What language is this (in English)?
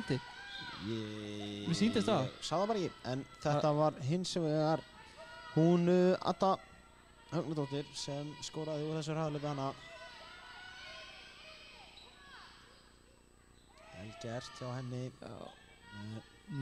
Icelandic